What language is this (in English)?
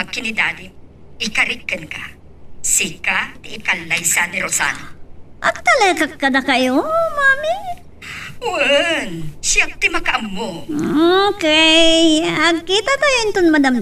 Iloko